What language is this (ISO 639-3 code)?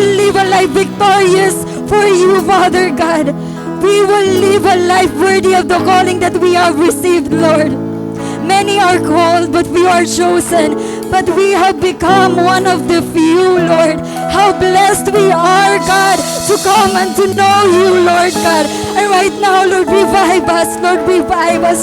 war